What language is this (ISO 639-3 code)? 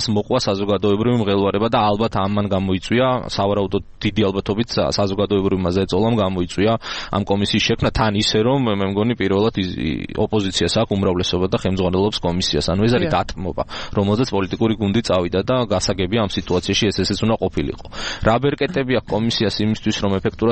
kat